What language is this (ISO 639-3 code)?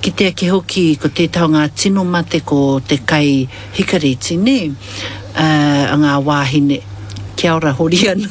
mri